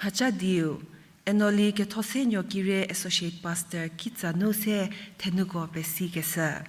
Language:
Angami Naga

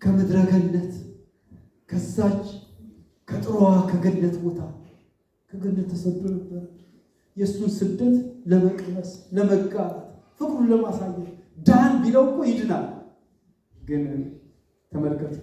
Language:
Amharic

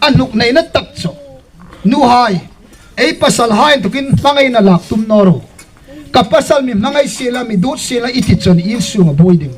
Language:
Hmar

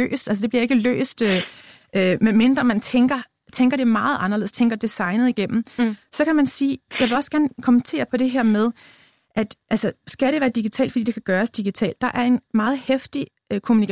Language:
Danish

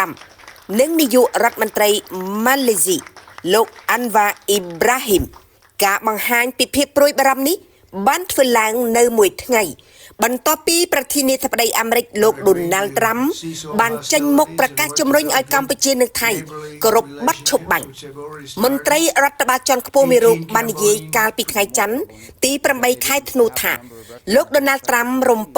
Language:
Khmer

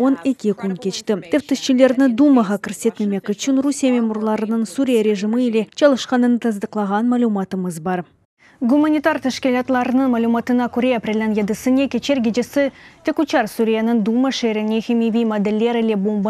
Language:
Crimean Tatar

